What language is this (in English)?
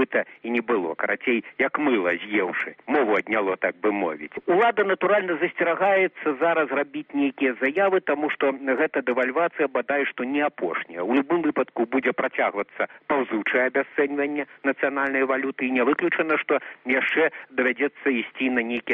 Belarusian